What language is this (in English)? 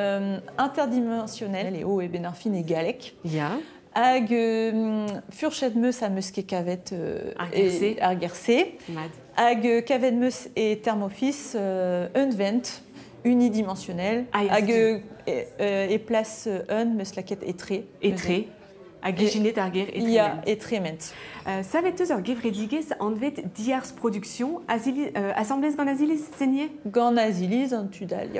Breton